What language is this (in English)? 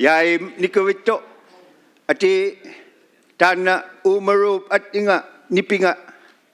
Inuktitut